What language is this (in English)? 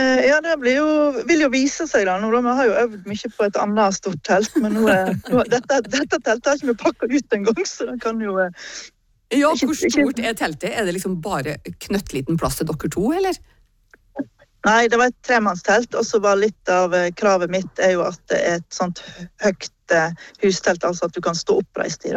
Norwegian